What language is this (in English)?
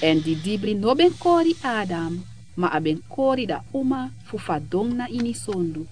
Sranan Tongo